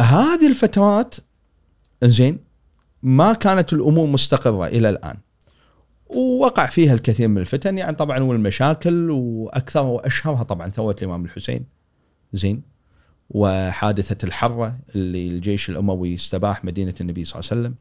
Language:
Gulf Arabic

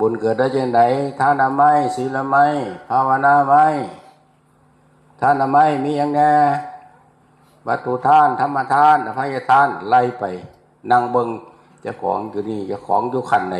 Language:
Northeastern Thai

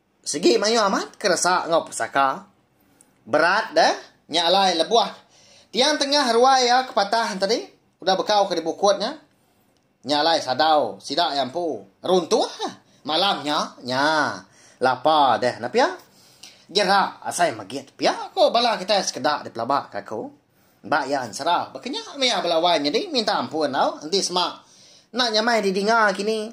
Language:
Iban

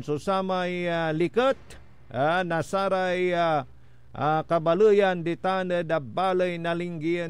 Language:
Pangasinan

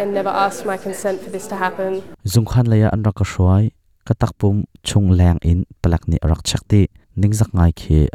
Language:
Hakha Chin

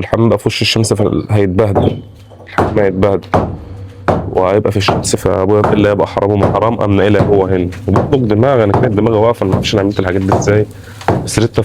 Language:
Egyptian Arabic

